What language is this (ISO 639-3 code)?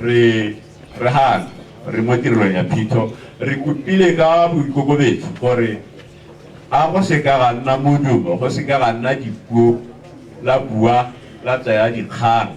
tsn